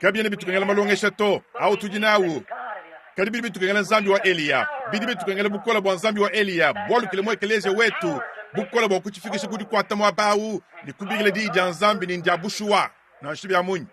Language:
Luba-Lulua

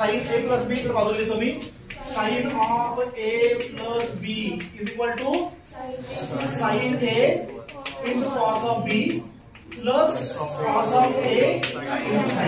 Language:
Marathi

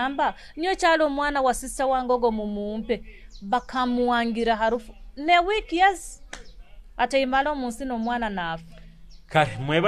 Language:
Nyoro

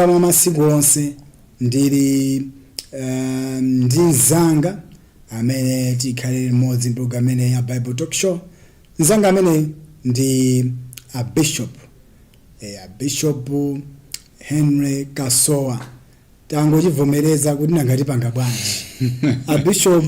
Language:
Nyanja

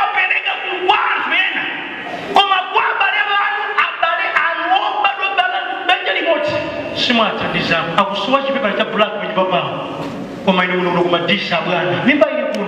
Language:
Nyanja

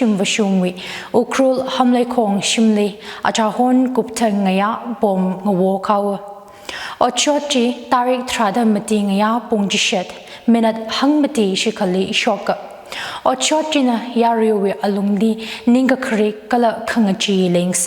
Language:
Tangkhul Naga (India)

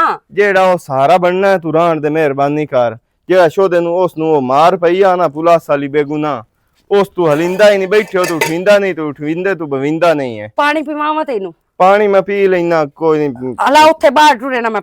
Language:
Western Panjabi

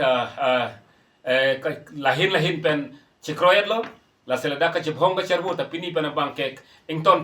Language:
Karbi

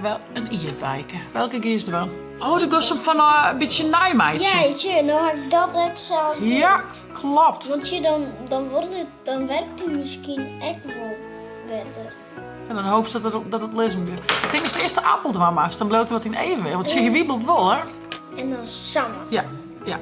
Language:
Western Frisian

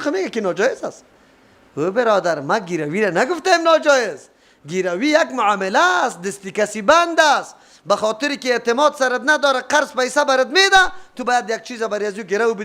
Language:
Persian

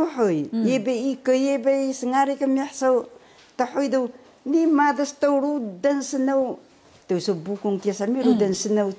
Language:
Taroko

